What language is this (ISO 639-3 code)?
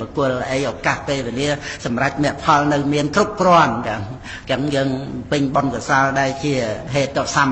khm